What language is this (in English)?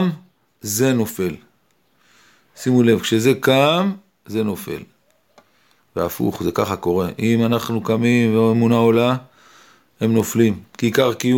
Hebrew